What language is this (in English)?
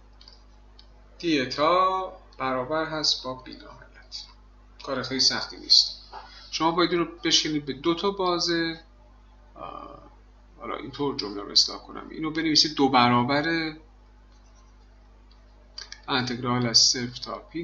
Persian